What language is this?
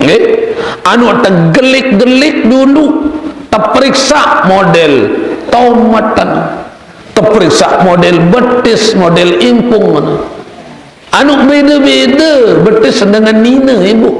Sasak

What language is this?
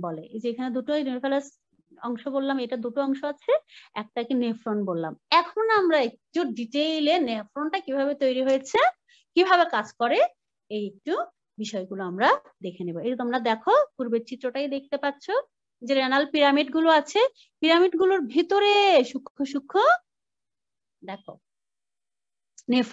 Bangla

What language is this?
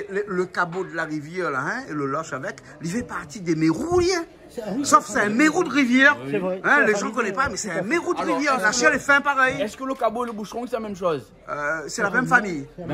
Réunion Creole French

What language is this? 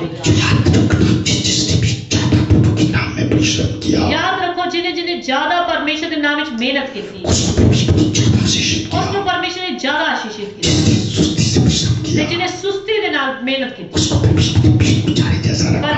Punjabi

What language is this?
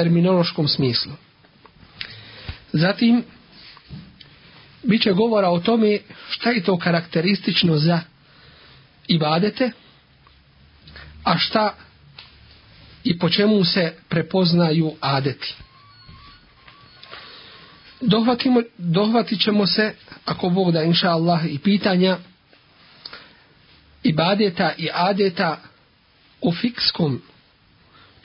Bosnian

